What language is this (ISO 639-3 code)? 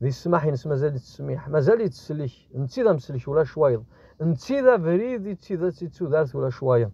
kab